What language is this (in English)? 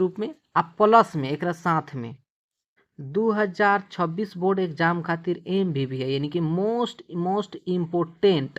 Bhojpuri